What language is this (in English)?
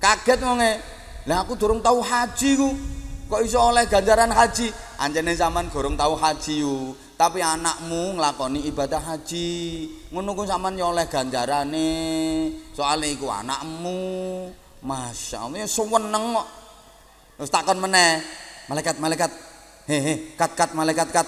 Javanese